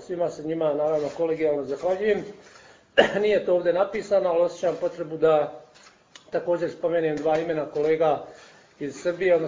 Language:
Bosnian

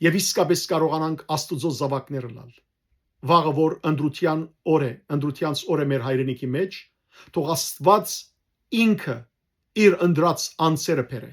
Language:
Western Armenian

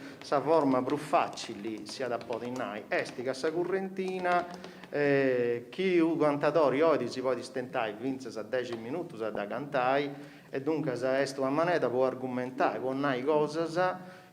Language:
Sardinian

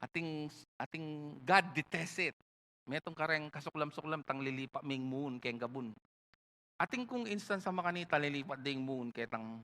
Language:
Pampanga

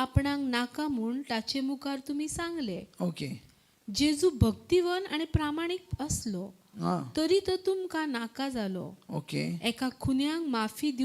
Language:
Konkani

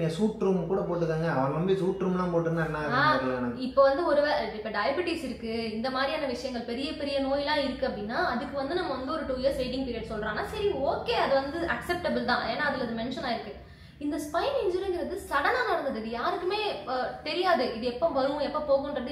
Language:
Tamil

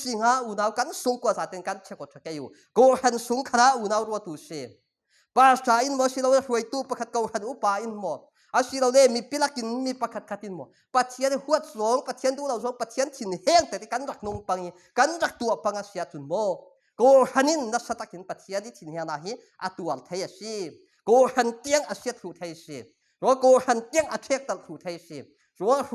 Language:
Falam Chin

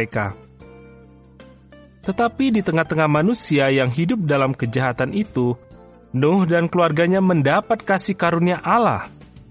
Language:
Indonesian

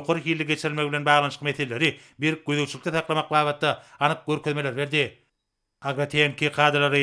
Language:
Turkmen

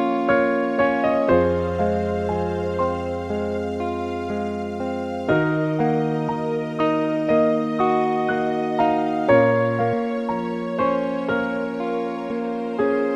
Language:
Tajik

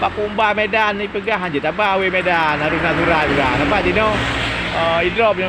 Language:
Achinese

